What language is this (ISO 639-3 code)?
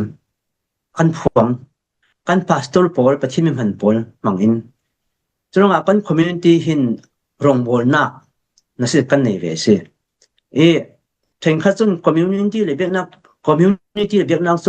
cfm